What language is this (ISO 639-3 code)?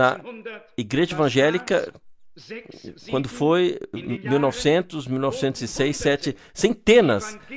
por